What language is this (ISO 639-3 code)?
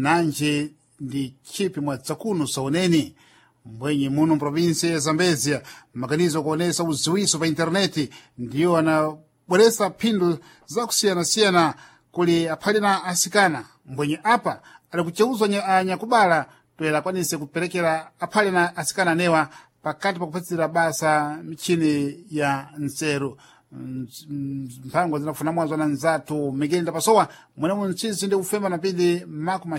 seh